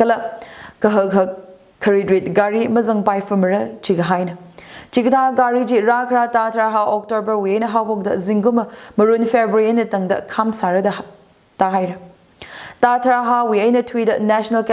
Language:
Tangkhul Naga (India)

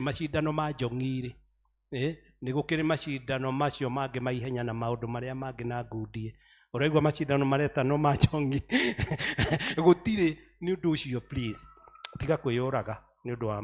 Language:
Kikuyu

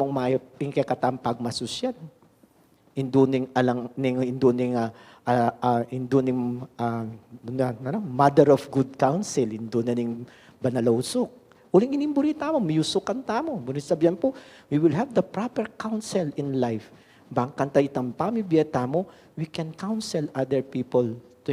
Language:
Pampanga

